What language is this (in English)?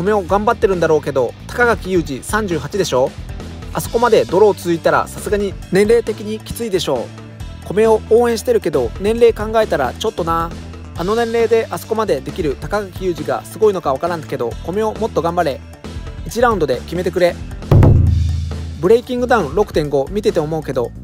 Japanese